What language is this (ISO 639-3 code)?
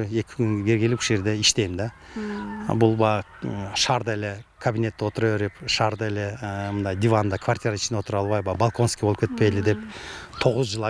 kir